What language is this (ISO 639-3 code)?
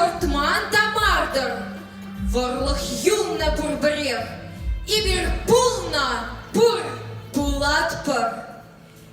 chv